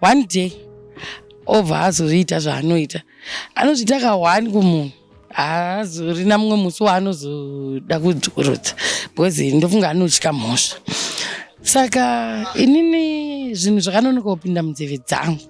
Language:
Shona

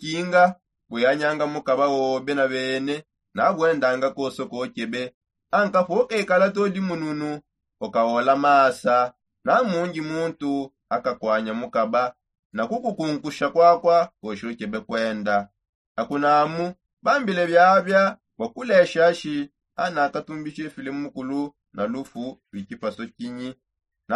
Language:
Songe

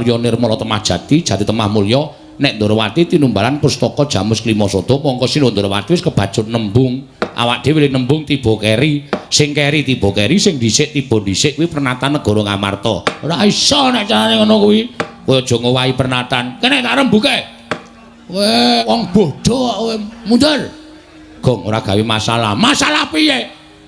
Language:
Javanese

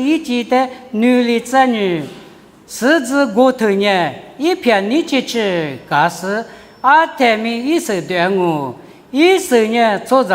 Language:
Lisu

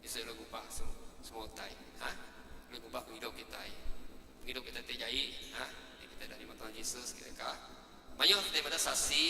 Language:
Iban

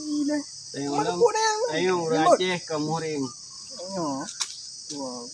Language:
Achinese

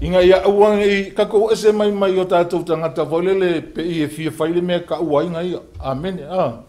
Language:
Samoan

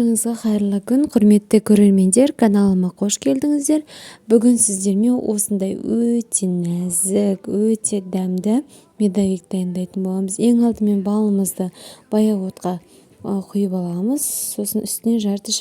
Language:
Kazakh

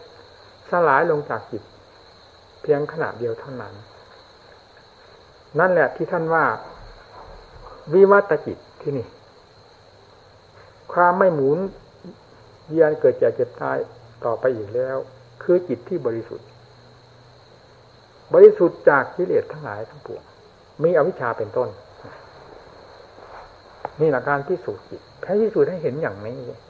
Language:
Thai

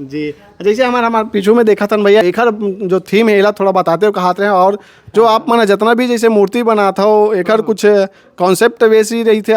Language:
Chhattisgarhi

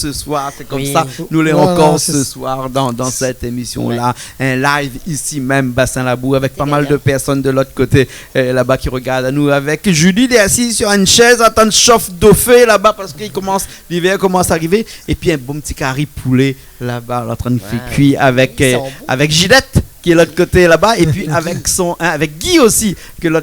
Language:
Réunion Creole French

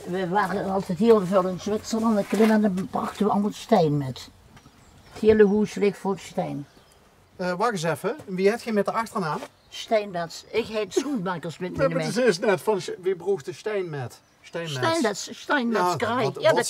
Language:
Limburgish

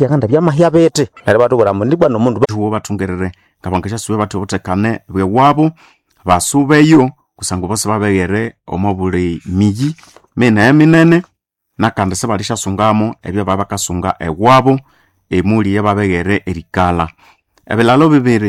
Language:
Nande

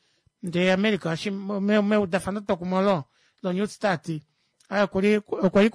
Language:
Kuanyama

